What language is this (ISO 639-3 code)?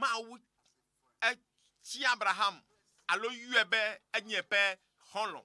ewe